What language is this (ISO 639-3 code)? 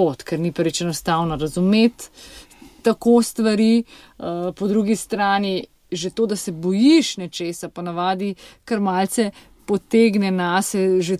slv